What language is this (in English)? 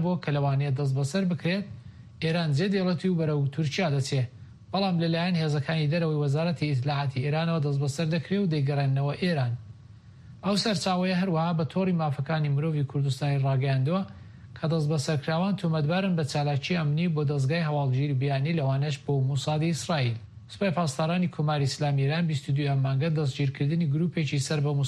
Central Kurdish